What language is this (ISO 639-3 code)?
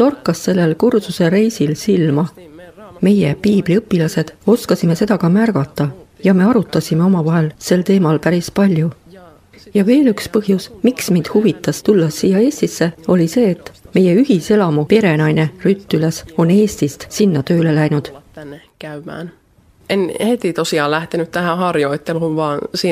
est